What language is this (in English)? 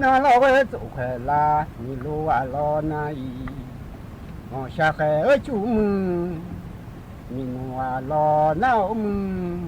Akha